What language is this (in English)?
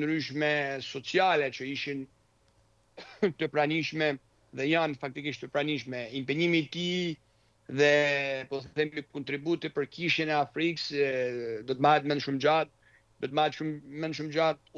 Albanian